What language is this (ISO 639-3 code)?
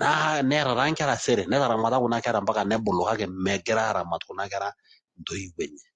mas